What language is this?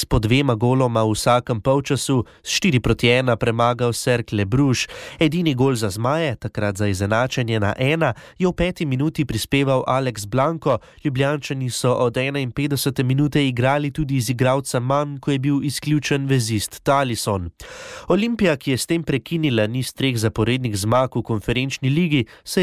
Slovenian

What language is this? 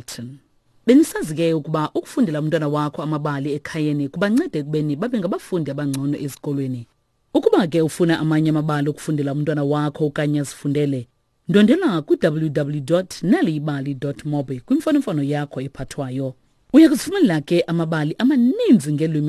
Xhosa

